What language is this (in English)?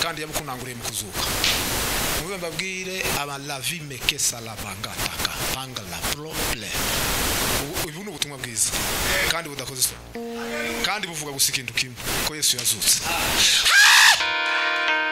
Kinyarwanda